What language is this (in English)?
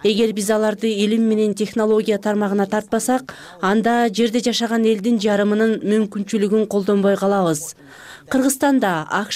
Kyrgyz